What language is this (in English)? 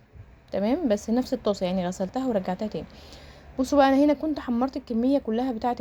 Egyptian Arabic